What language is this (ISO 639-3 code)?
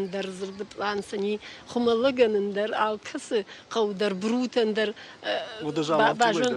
oss